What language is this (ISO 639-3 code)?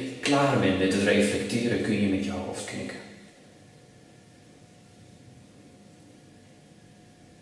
nld